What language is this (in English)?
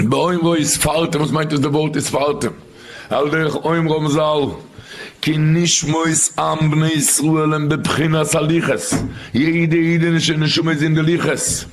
Yiddish